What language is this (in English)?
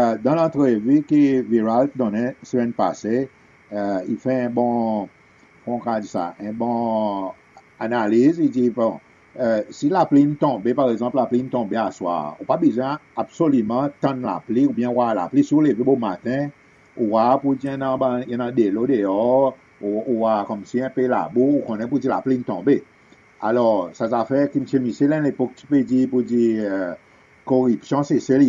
Seselwa Creole French